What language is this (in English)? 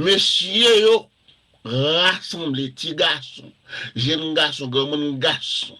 Haitian Creole